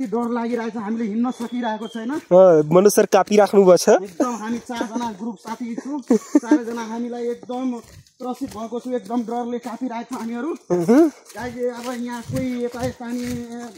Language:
Nepali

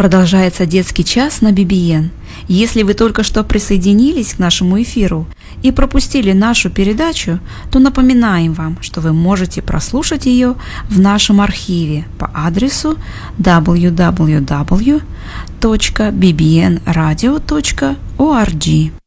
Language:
Russian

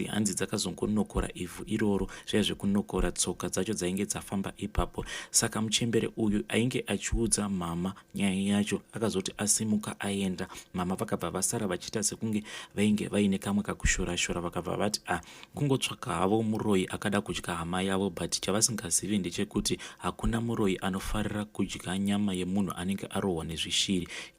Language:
Shona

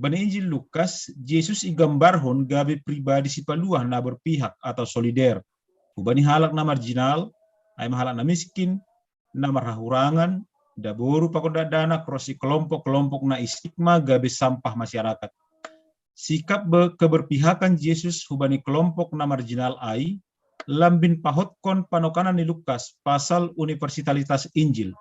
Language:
Batak Simalungun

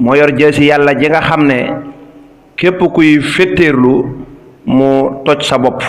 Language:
Wolof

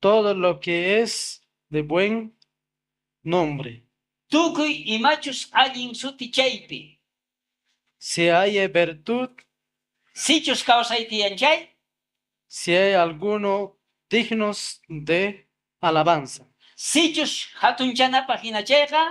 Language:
South Bolivian Quechua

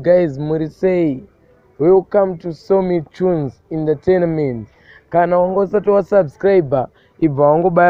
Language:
Shona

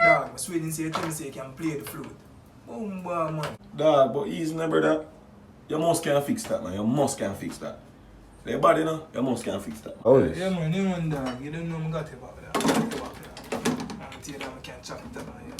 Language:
Jamaican Creole English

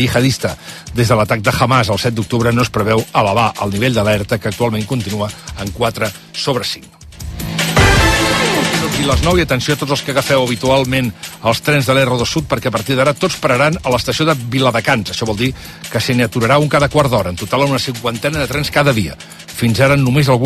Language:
Catalan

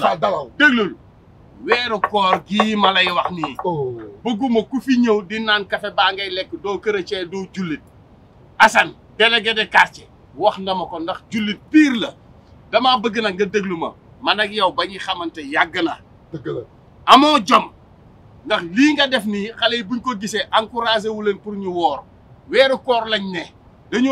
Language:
Wolof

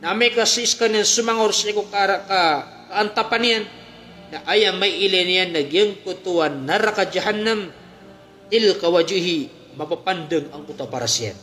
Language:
Maranao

